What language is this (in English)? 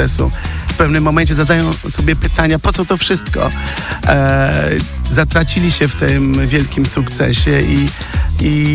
Polish